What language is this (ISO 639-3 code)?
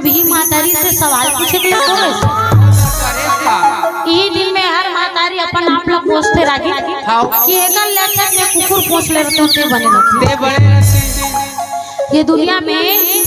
hne